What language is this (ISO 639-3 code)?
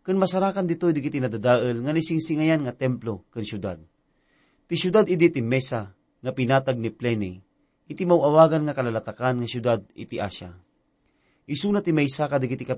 ilo